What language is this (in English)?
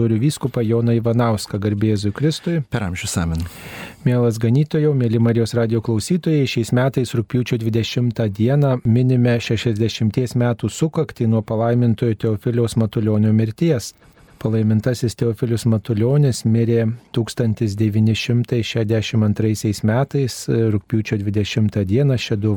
Lithuanian